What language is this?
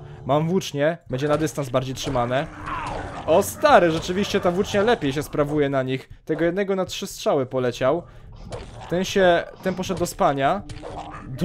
Polish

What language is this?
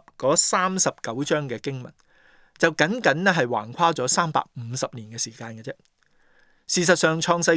Cantonese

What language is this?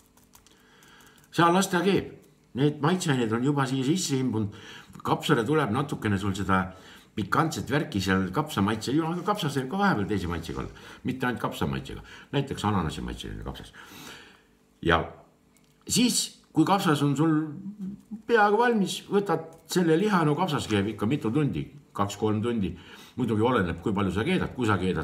Estonian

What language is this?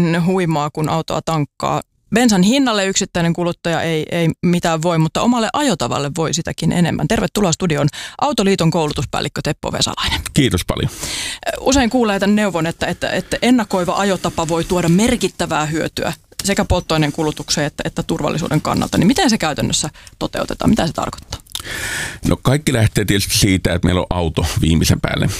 Finnish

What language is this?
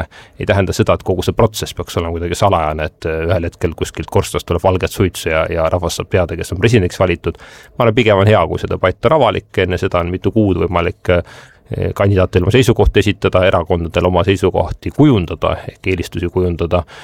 Estonian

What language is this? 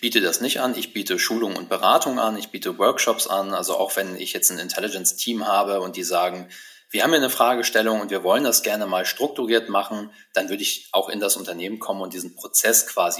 German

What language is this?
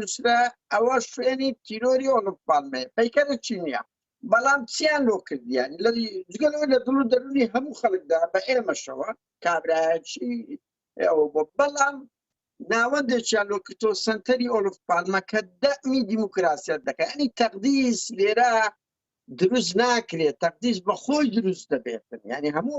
Central Kurdish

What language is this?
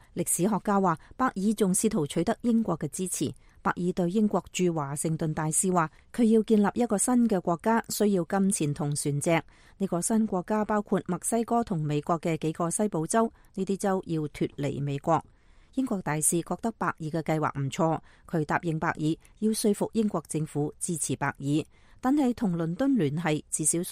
Cantonese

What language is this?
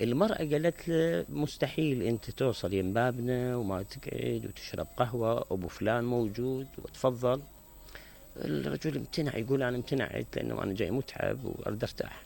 Mesopotamian Arabic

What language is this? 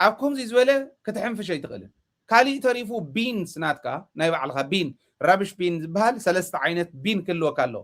Tigrinya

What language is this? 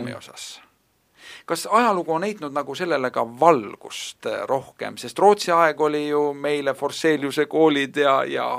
Estonian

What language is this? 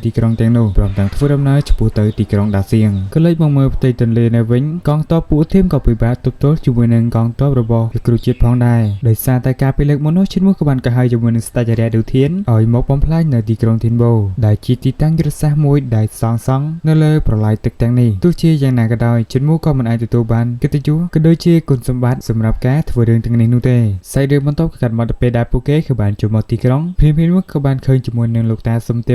Khmer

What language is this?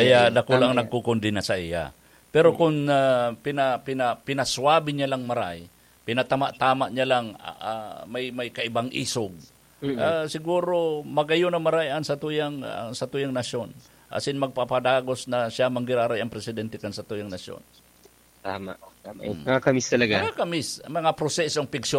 Bikol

